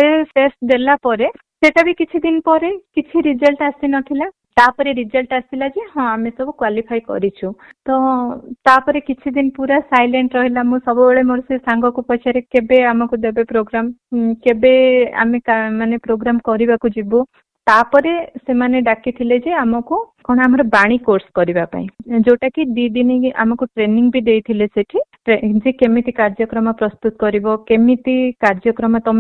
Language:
Odia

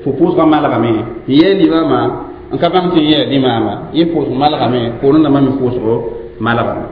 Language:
Mossi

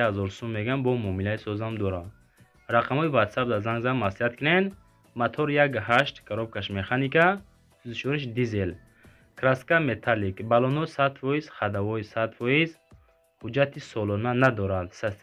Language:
Tajik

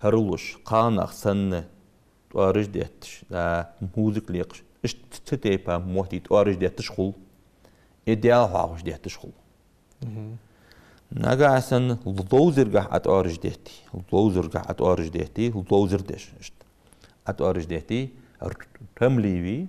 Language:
Ingush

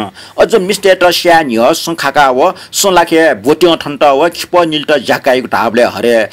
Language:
Newari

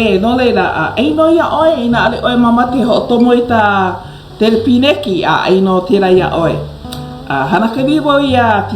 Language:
Hawaiian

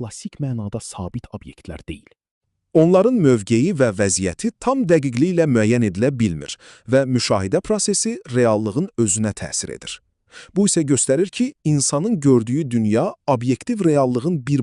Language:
Azerbaijani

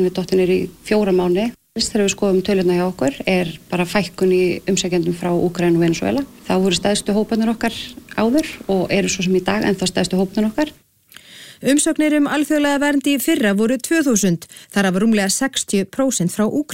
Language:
Icelandic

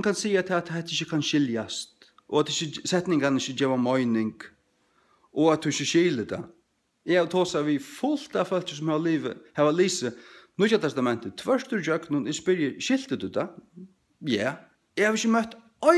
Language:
Faroese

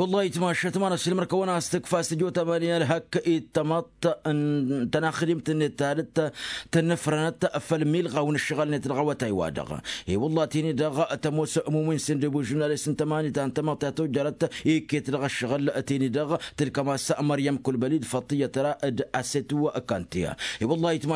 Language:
Tamasheq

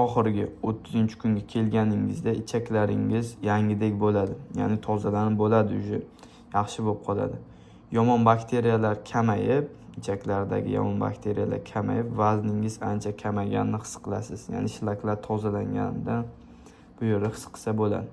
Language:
Uzbek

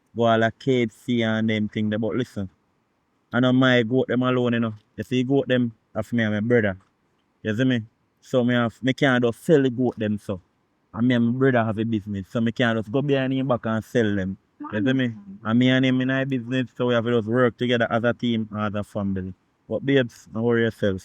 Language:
Jamaican Creole English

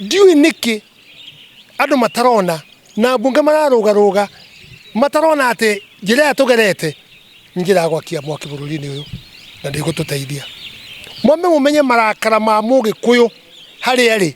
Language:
Kikuyu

